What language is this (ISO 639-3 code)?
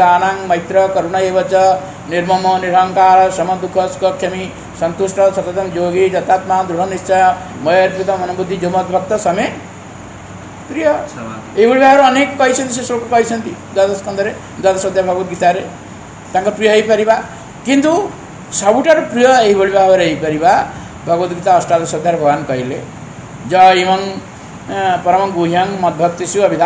ori